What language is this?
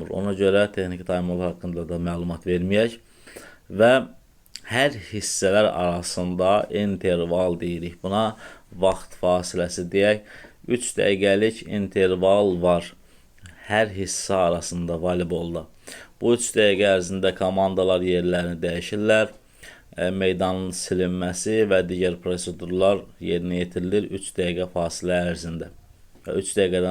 Azerbaijani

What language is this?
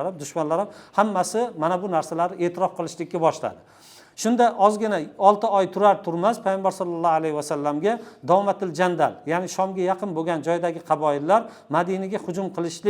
Uzbek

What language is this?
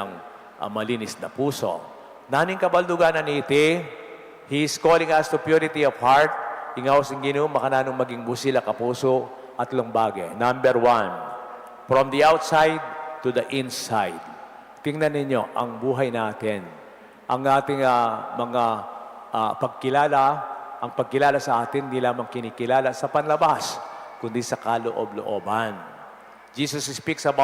Pampanga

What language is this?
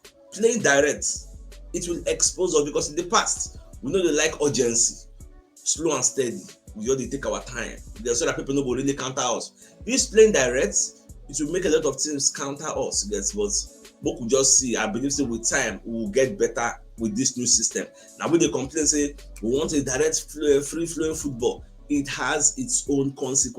Nigerian Pidgin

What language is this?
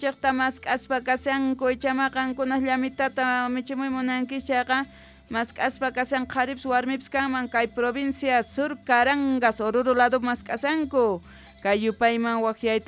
Quechua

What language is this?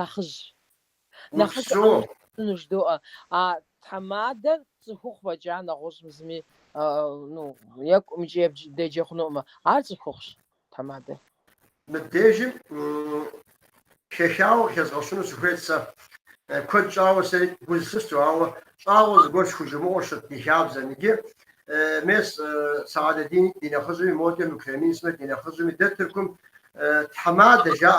Kabardian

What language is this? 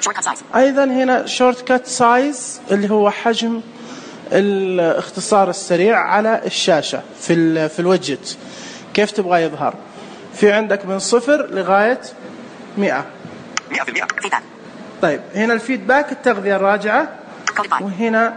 Najdi Arabic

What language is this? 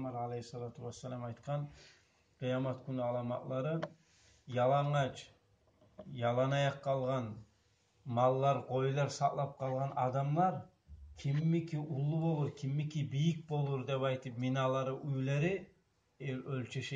Kumyk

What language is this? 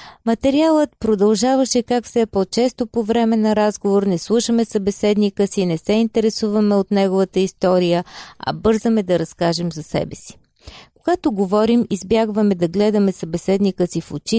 Bulgarian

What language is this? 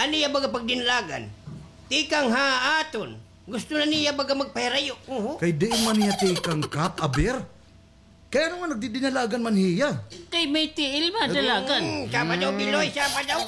Waray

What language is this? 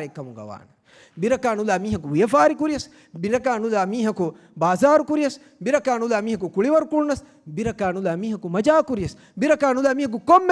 Divehi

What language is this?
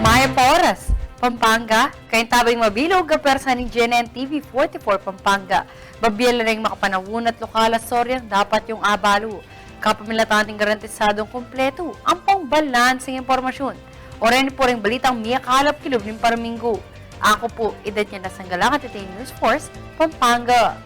Pampanga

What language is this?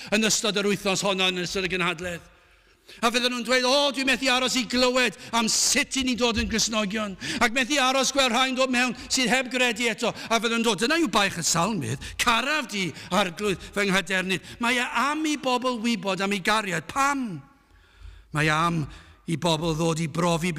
Welsh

